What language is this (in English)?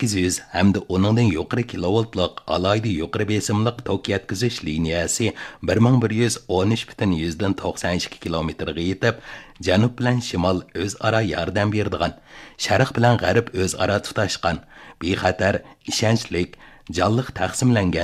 Uyghur